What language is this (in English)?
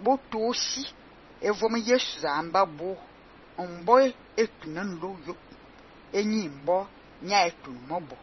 Fang